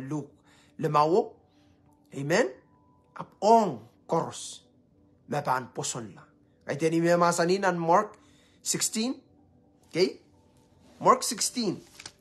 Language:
Pohnpeian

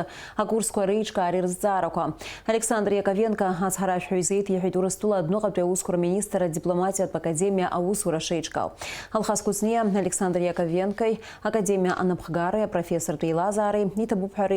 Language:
Abkhazian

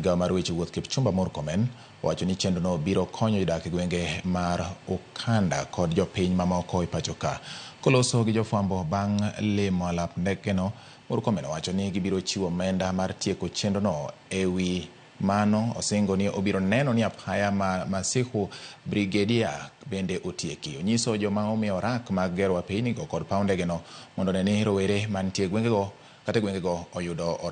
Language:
Luo (Kenya and Tanzania)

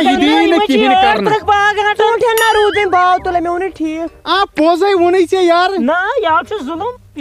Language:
Kashmiri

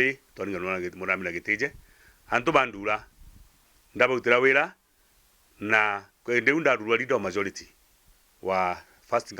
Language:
Meru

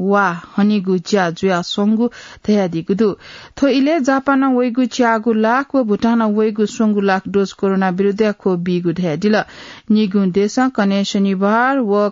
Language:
Newari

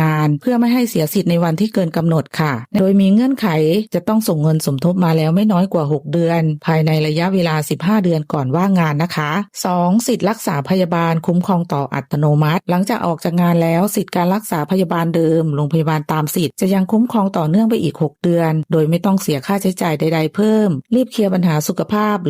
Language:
Lao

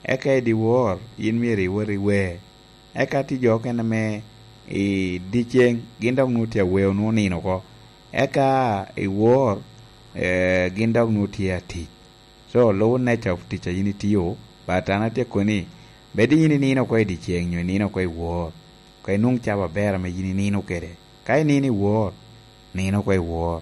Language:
Lango (Uganda)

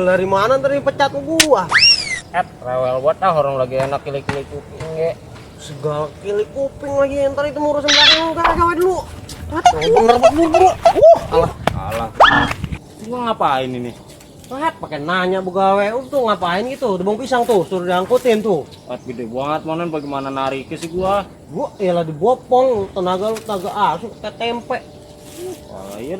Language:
Betawi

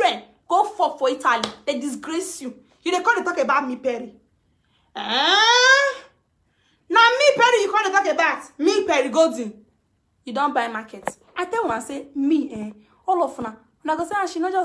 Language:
Nigerian Pidgin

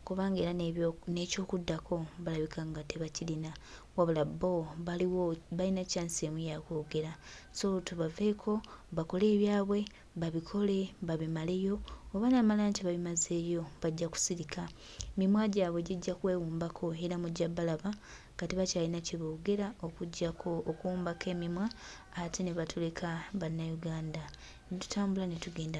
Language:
Ganda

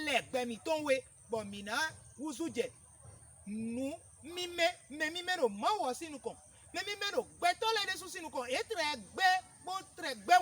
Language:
Fon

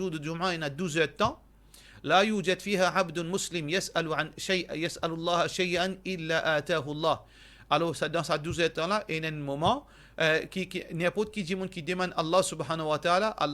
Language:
Morisyen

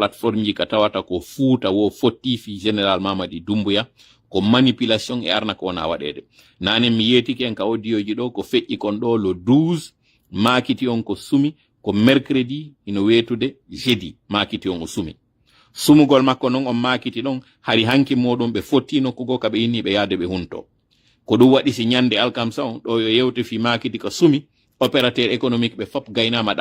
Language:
Pular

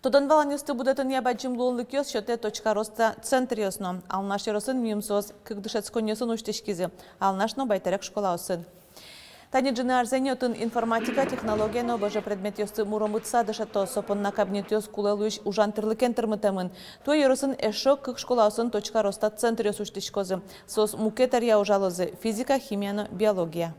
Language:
Udmurt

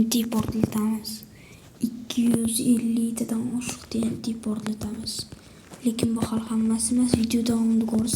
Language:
Uzbek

